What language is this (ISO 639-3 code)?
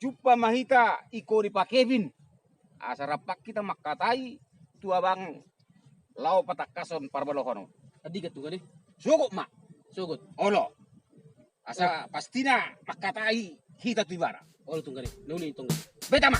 bbc